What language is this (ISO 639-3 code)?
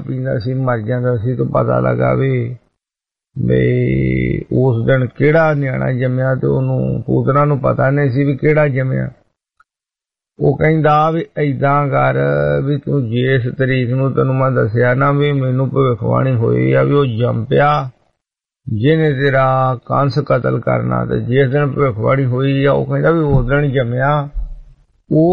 pan